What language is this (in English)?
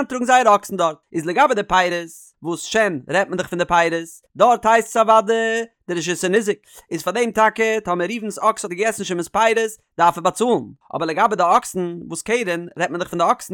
Yiddish